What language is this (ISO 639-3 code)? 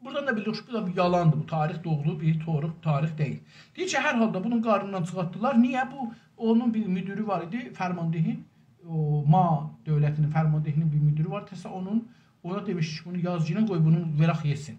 azb